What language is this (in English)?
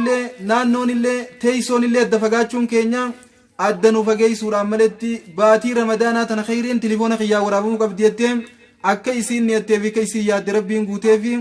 Oromo